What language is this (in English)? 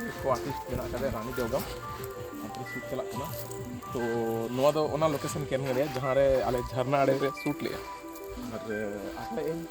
Santali